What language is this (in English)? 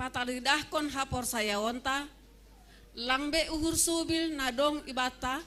Batak Simalungun